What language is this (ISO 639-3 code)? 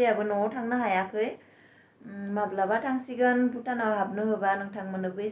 brx